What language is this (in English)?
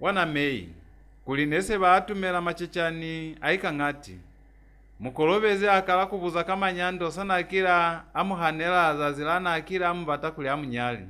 Lozi